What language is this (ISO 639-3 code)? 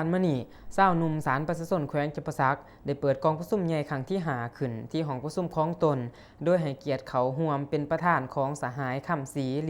lao